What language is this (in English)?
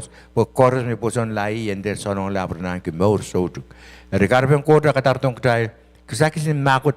Pohnpeian